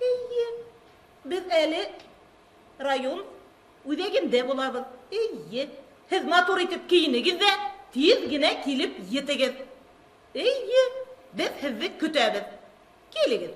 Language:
Bashkir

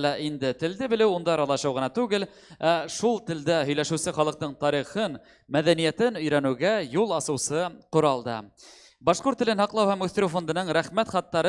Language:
Bashkir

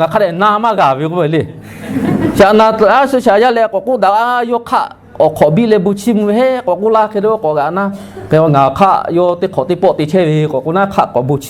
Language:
Lahu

